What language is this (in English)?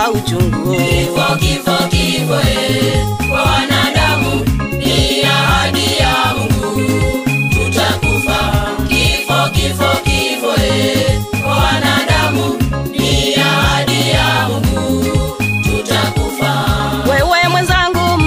Swahili